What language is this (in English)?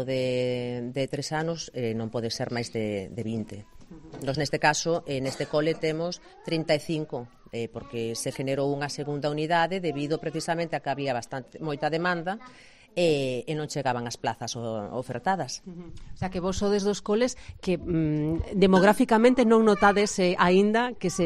Galician